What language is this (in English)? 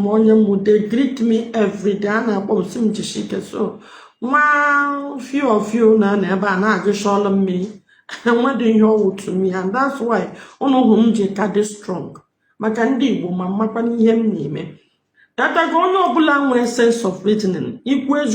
Igbo